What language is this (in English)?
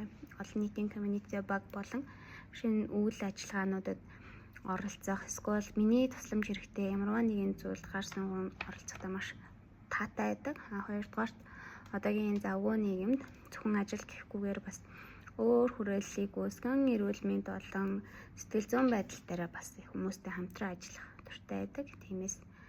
Mongolian